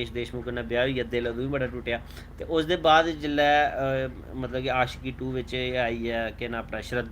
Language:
Dogri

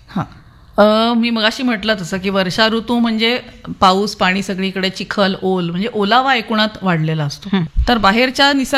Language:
Marathi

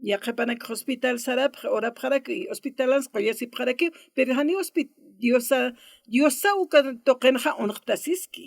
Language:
Aymara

